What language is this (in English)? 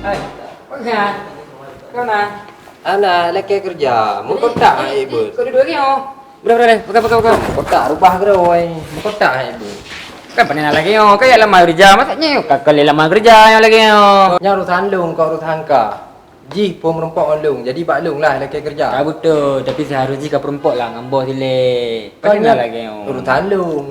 Achinese